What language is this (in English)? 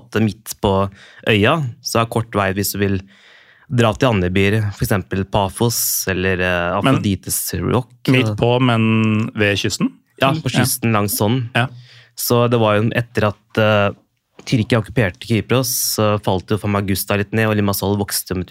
Norwegian